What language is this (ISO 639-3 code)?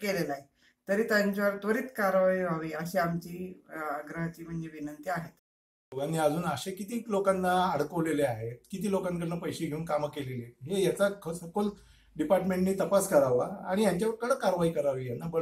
mar